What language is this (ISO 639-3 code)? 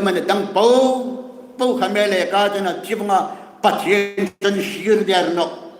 hmr